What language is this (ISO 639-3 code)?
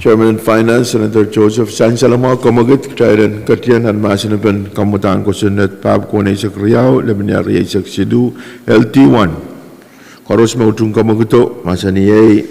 pon